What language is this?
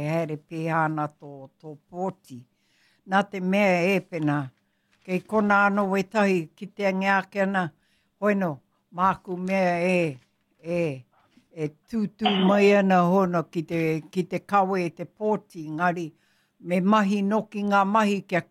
Māori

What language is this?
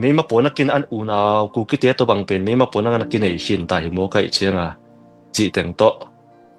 Tedim Chin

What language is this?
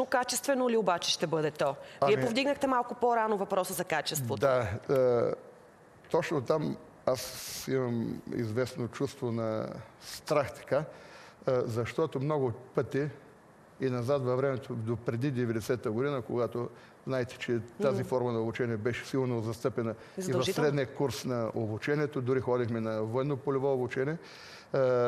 Bulgarian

